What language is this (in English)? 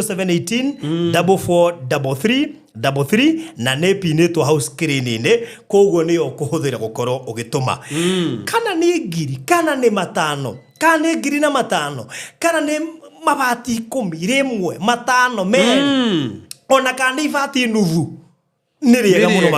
Kikuyu